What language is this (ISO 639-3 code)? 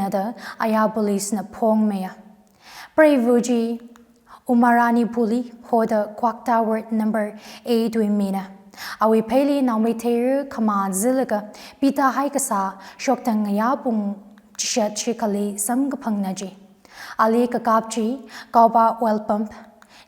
nmf